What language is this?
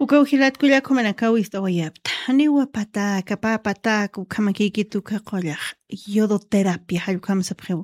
Aymara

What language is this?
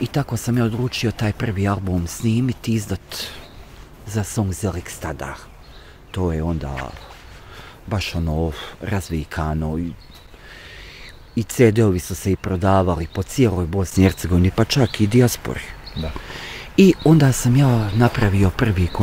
Bosnian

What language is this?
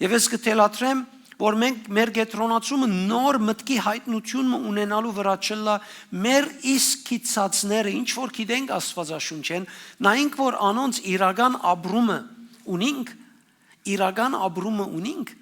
Western Armenian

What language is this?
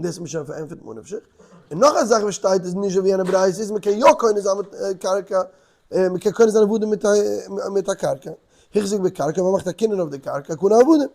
Yiddish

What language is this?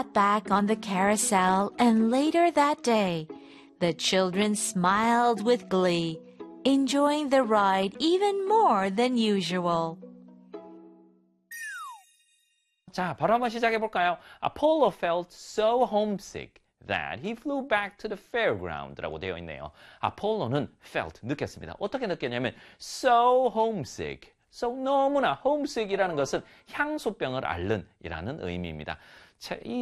Korean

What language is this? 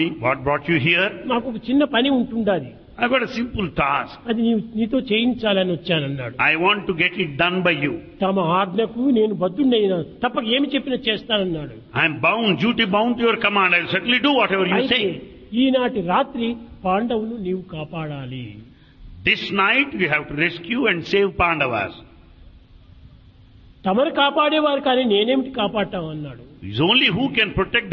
Telugu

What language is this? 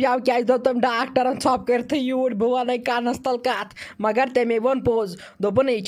Kashmiri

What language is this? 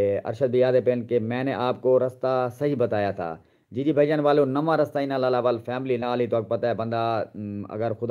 Saraiki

